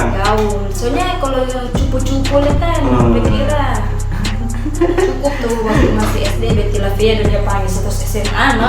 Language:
Manado Malay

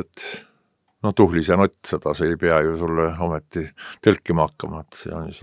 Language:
Estonian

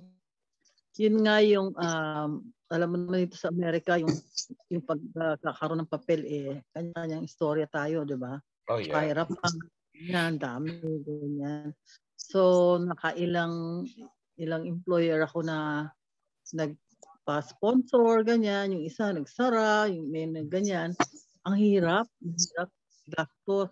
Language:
Filipino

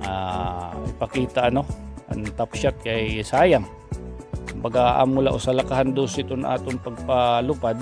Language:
Waray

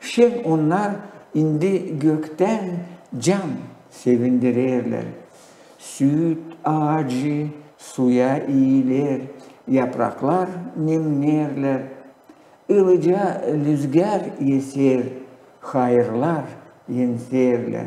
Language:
Gagauz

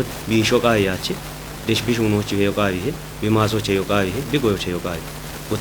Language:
Kafa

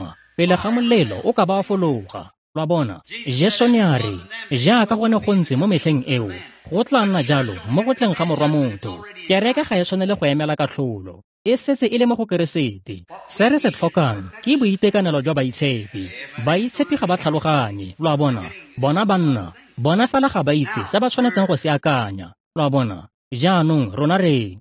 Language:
Tswana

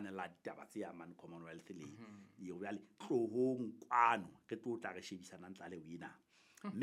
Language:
Southern Sotho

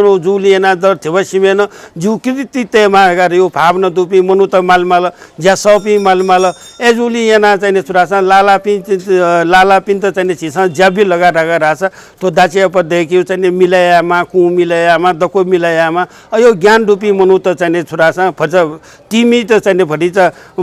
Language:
Newari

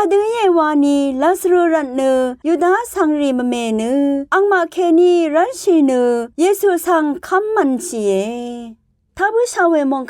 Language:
Rawang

